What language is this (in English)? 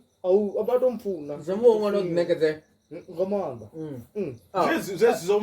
Venda